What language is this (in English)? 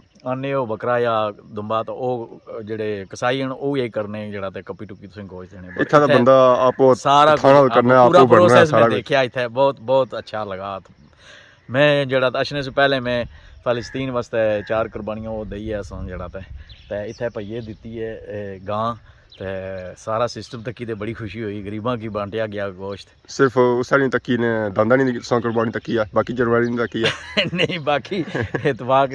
Pahari-Potwari